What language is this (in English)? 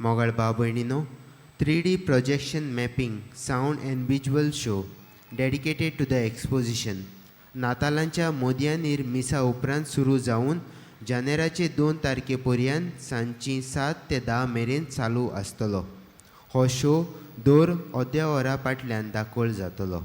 Konkani